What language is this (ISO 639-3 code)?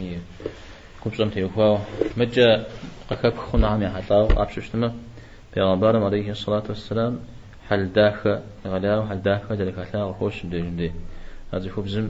kbd